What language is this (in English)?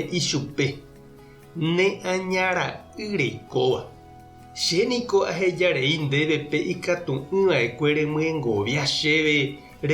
Guarani